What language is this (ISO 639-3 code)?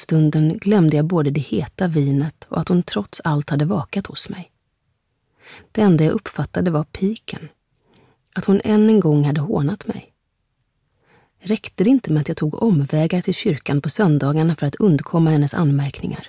swe